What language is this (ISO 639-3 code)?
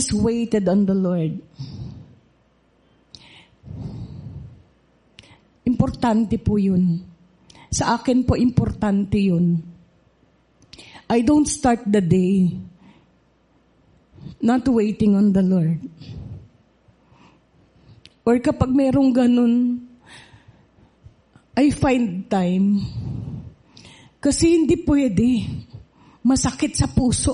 fil